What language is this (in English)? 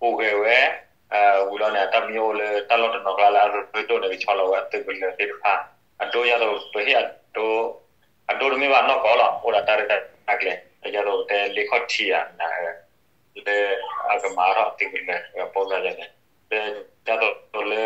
S'gaw Karen